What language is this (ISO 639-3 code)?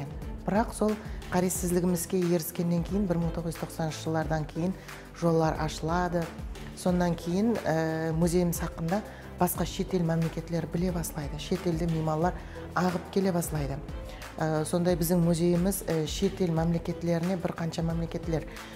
kaa